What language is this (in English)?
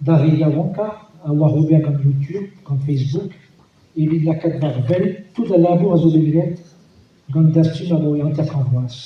Breton